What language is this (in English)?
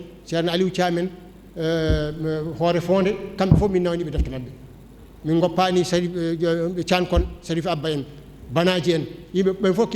Fula